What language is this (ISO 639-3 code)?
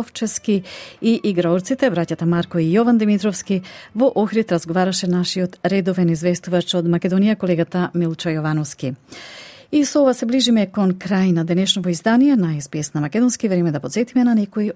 mkd